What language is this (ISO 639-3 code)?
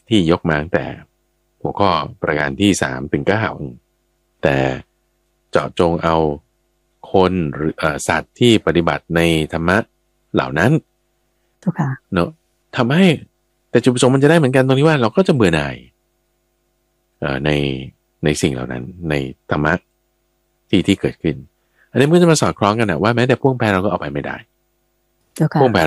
tha